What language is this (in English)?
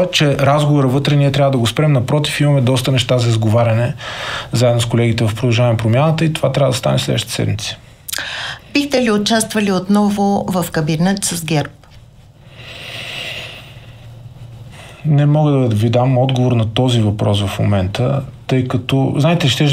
Bulgarian